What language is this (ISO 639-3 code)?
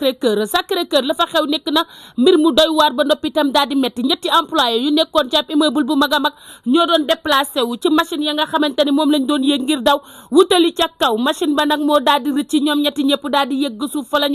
wol